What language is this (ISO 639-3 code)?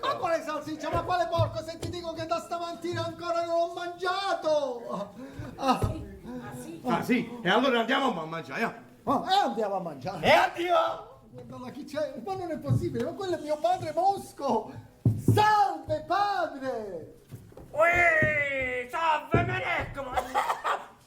nap